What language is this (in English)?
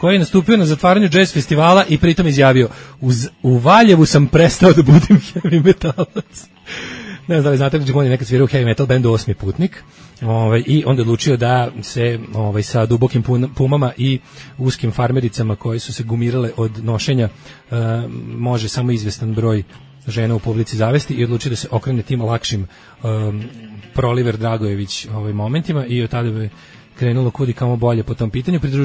Serbian